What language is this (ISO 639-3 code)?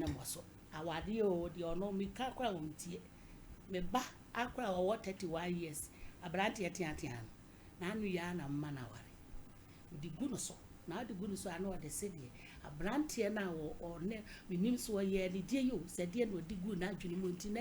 aka